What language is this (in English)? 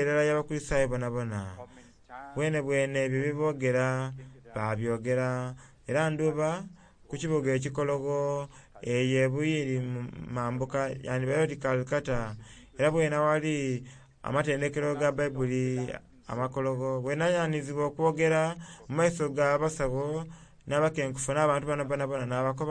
Soga